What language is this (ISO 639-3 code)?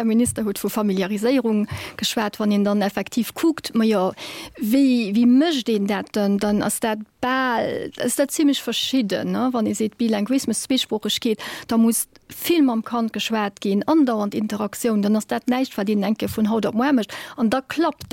ltz